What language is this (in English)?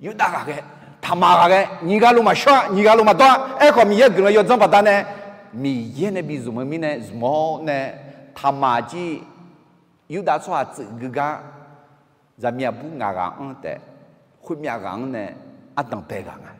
Akha